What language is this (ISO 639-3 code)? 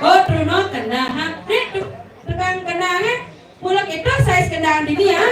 ban